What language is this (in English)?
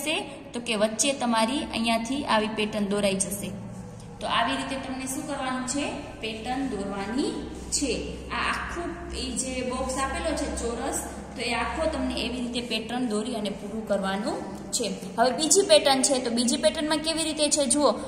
Gujarati